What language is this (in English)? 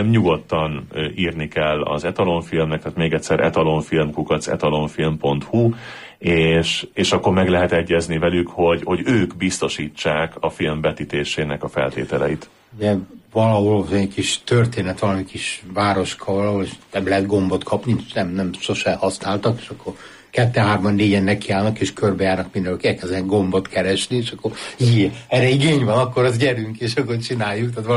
Hungarian